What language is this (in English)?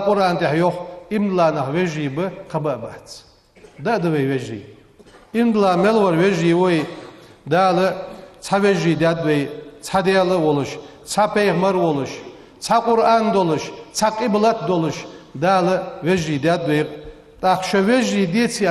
Ingush